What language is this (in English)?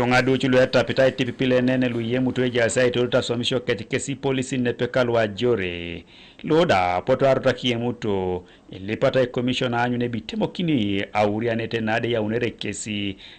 Teso